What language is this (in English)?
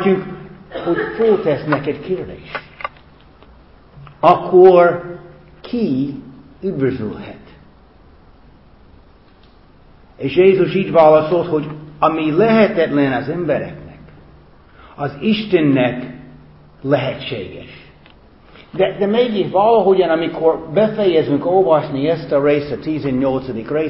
Hungarian